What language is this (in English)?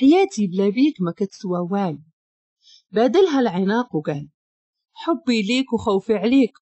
Moroccan Arabic